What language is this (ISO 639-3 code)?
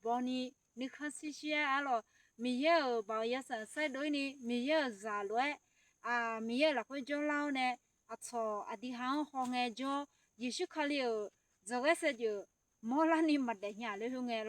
ahk